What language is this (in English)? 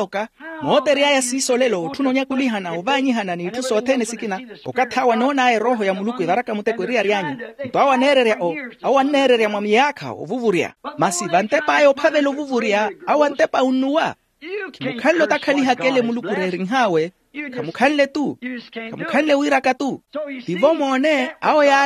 Makhuwa